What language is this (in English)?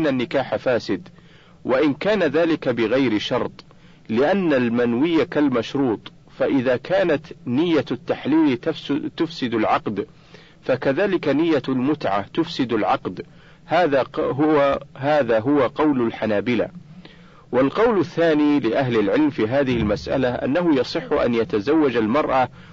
Arabic